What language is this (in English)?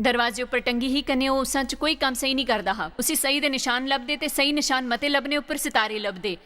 Dogri